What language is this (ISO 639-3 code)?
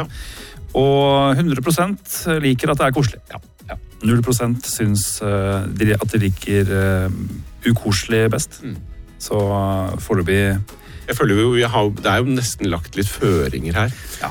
nor